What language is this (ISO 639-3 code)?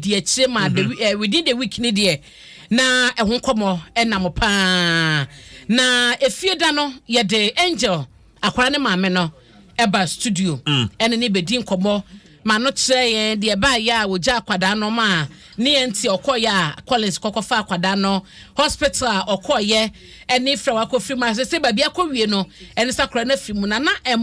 aka